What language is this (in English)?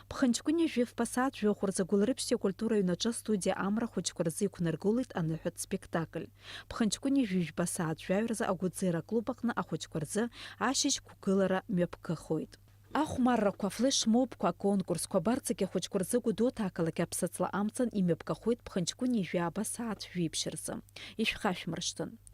Abkhazian